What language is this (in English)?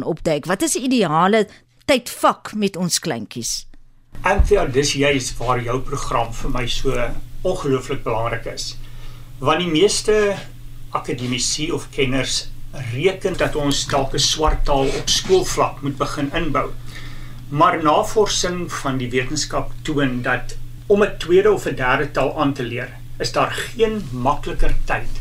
Afrikaans